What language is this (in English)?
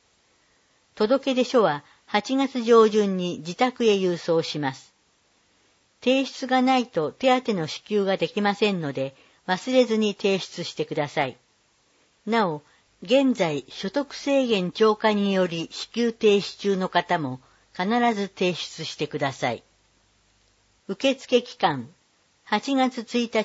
Japanese